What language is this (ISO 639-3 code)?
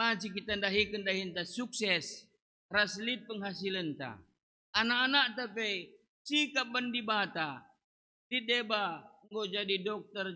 btx